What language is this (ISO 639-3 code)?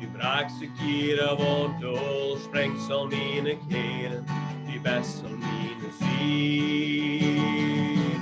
pdt